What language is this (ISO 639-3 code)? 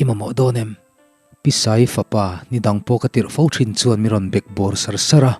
lus